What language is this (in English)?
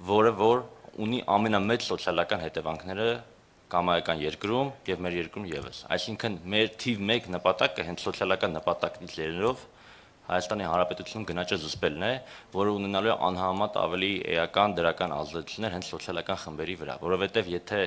Armenian